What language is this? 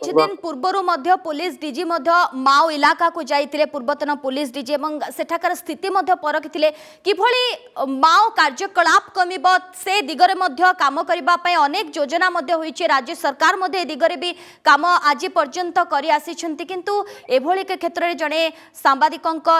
Odia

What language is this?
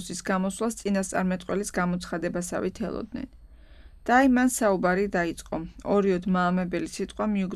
Georgian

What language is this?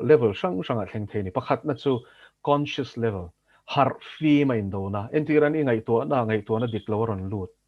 Mizo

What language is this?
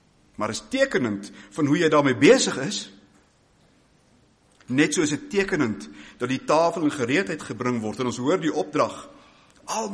Afrikaans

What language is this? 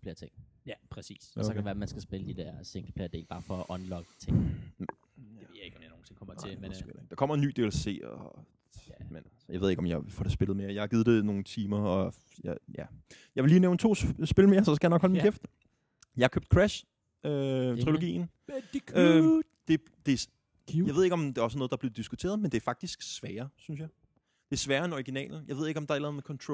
Danish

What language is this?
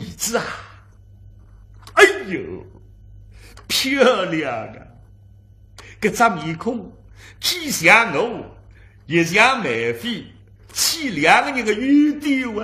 Wu Chinese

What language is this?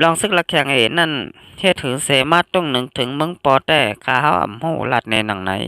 Shan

